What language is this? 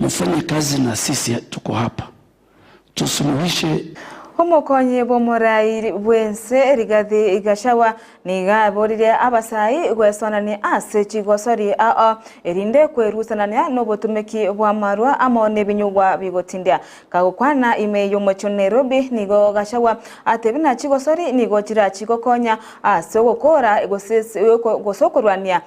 Gusii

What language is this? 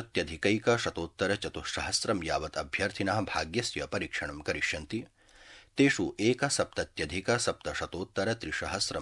Sanskrit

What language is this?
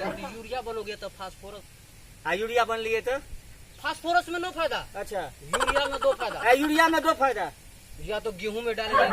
Maithili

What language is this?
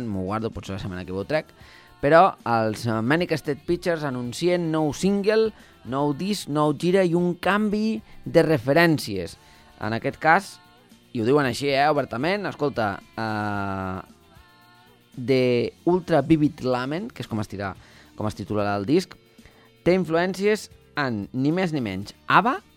Catalan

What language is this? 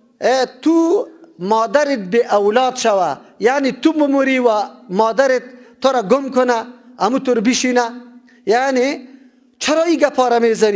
Persian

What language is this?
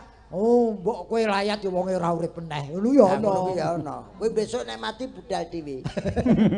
Javanese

